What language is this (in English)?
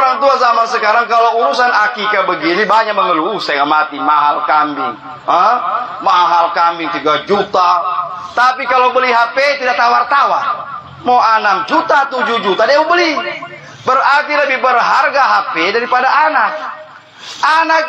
Indonesian